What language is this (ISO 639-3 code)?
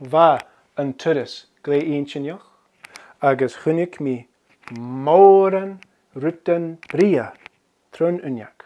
gla